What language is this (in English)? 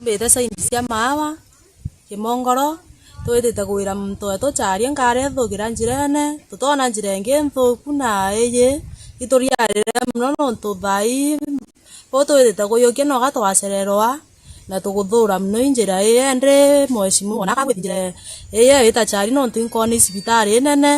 Meru